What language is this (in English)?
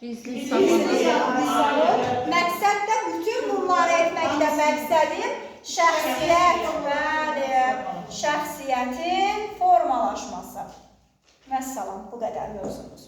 Azerbaijani